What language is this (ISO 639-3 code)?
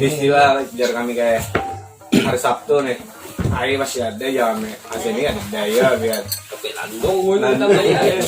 bjn